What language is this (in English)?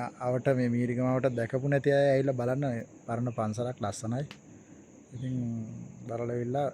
Sinhala